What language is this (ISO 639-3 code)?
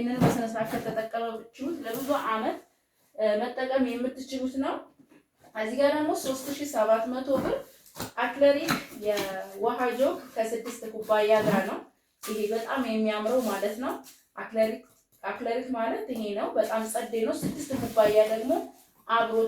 amh